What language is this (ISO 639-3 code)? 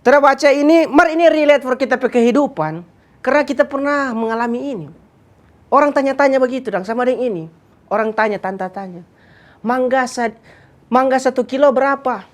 xmm